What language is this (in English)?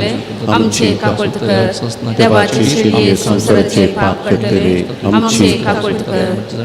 Konkani